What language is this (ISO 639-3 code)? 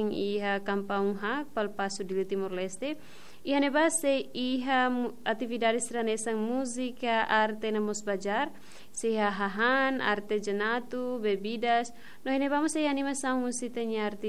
tet